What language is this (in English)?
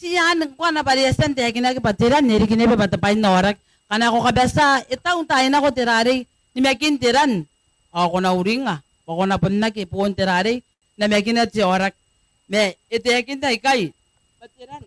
Gilbertese